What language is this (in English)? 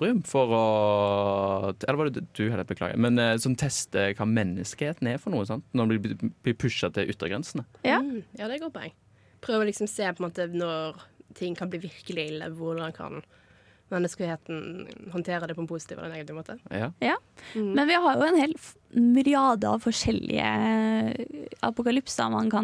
Norwegian